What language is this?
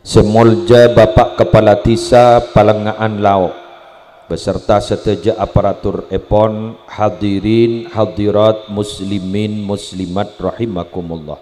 Madurese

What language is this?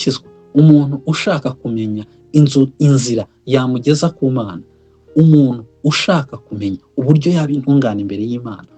Kinyarwanda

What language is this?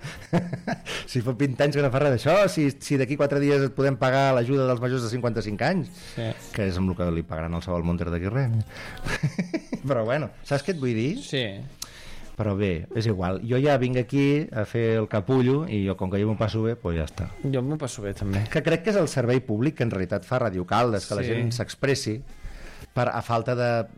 Catalan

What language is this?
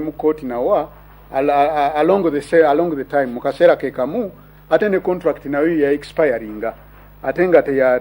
Ganda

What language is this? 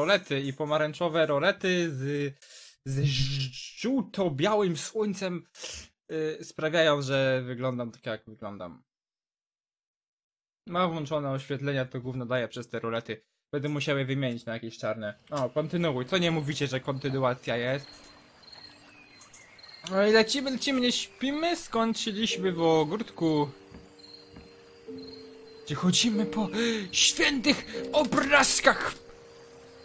Polish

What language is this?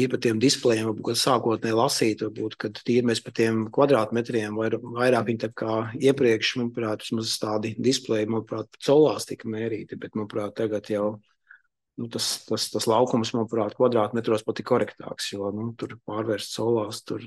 Latvian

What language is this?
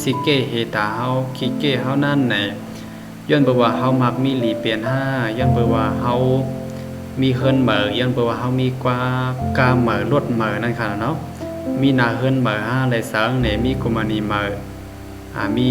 Shan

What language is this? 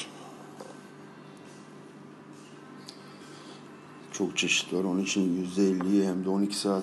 Turkish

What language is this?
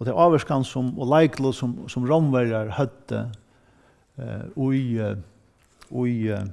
Faroese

